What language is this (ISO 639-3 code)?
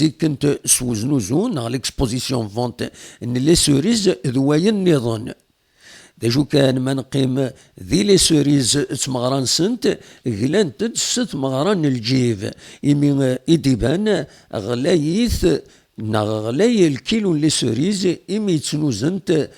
kab